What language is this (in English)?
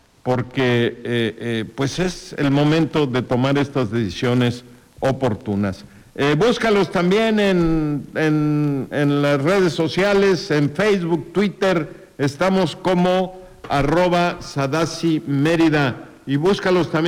Spanish